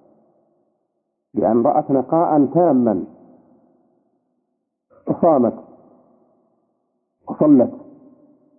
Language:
Arabic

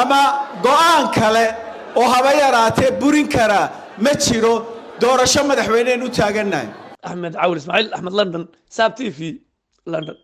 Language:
Somali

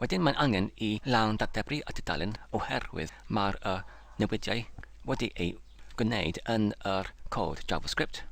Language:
Welsh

